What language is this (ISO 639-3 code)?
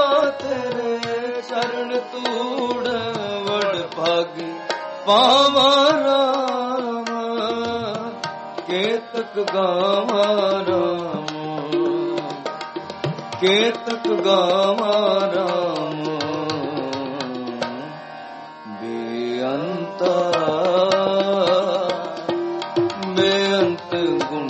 pan